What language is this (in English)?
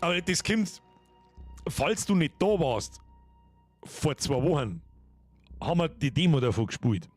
Bavarian